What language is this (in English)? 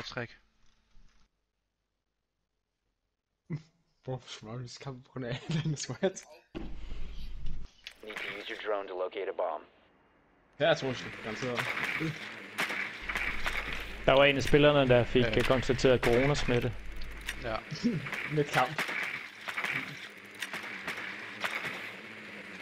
Danish